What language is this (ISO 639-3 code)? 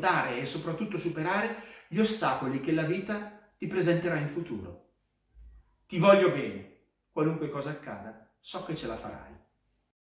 ita